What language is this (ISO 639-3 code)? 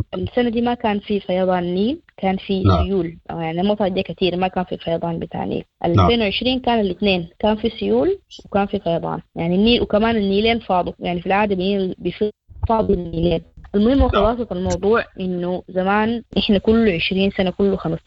apd